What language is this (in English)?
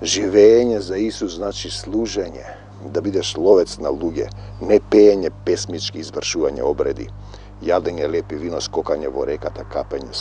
Macedonian